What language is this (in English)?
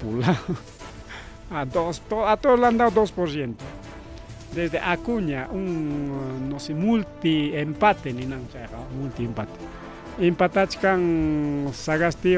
Ayacucho Quechua